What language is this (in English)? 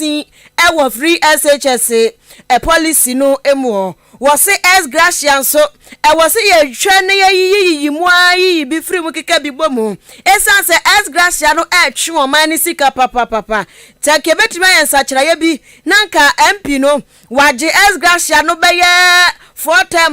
Akan